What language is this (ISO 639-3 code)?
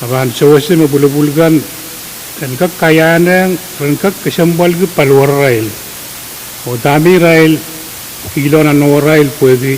pon